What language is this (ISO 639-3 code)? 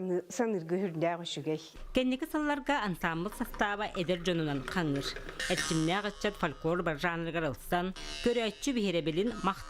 sah